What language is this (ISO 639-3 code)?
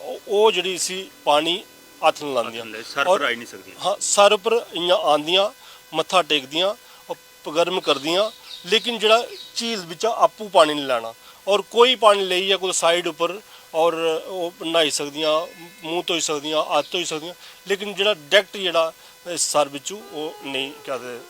doi